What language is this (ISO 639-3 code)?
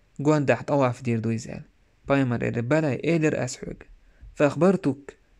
che